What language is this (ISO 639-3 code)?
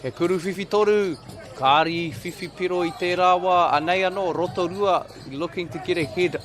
mri